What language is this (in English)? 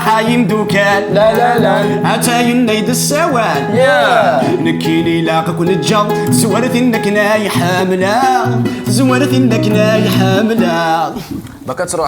Kabyle